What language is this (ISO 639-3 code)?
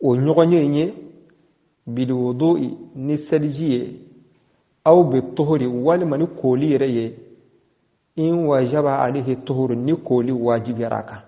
bam